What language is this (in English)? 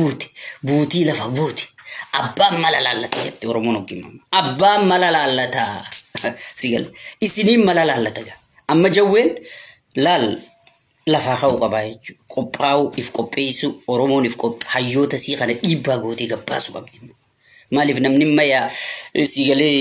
Oromo